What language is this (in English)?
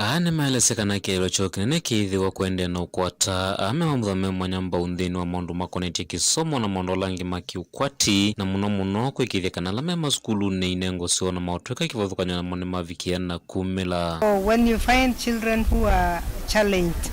Kamba